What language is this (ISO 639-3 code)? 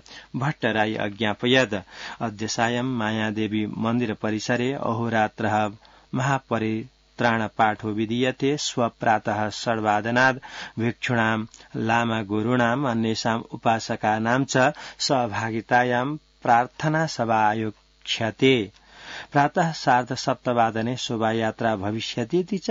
san